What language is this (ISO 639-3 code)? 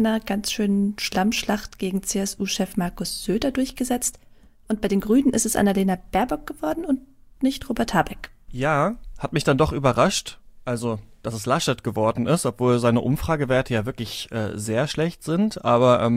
deu